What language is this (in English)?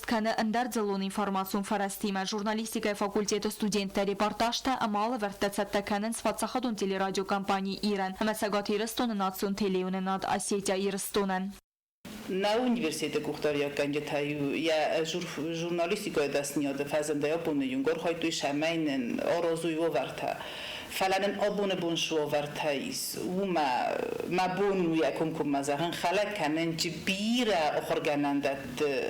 Ossetic